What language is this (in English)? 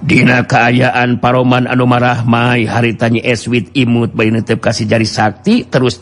Sundanese